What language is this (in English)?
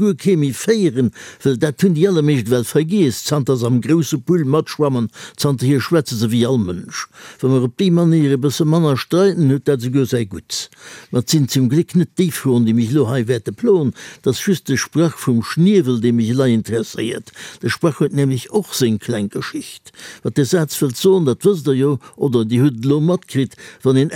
Luxembourgish